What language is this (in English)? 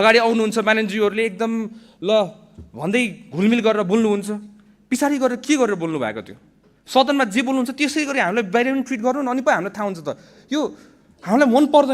Nepali